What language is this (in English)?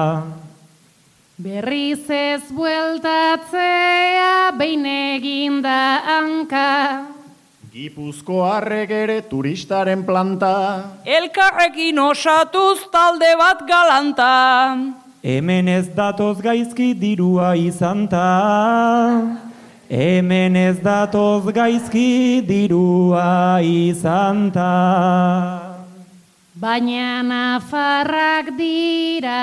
Basque